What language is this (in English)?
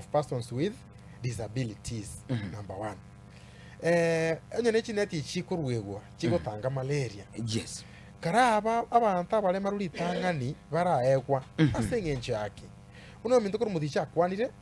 Gusii